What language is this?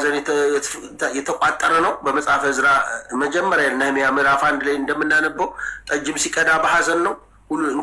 Amharic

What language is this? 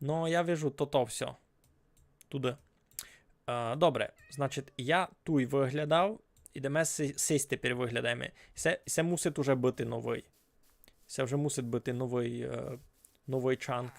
Rusyn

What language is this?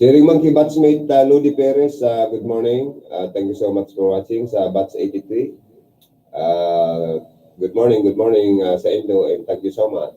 Bikol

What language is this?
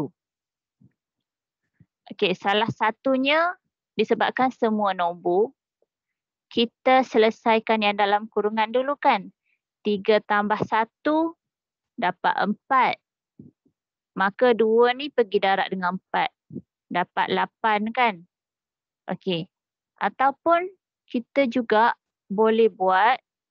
Malay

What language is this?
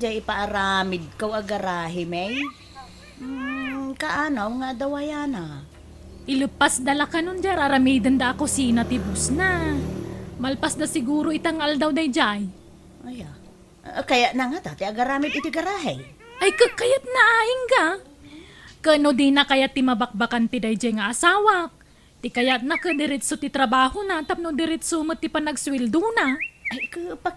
Iloko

